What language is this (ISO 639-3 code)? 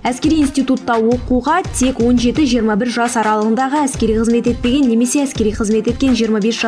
kaz